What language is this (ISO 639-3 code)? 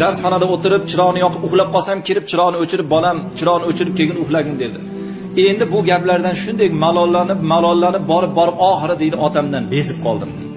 uzb